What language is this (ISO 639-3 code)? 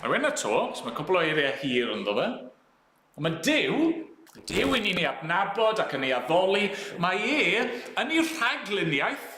cym